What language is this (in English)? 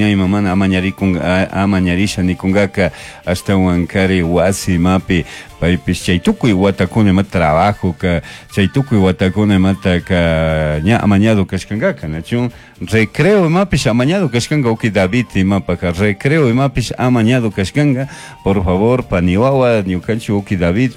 Chimborazo Highland Quichua